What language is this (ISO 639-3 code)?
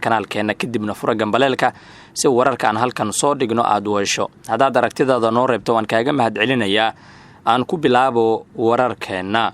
som